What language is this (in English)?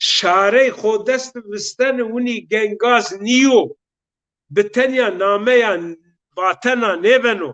Zaza